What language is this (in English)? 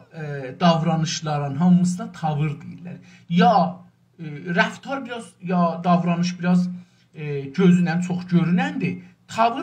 South Azerbaijani